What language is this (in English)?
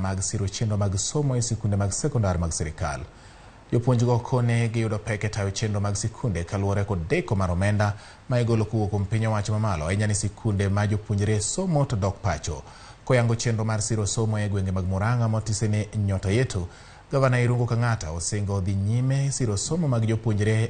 Luo (Kenya and Tanzania)